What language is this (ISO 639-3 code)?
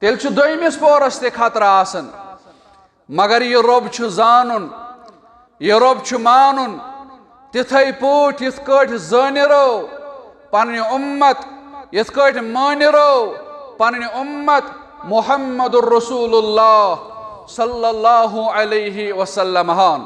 kas